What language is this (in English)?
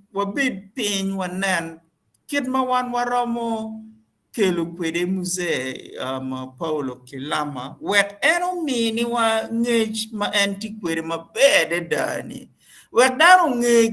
Acoli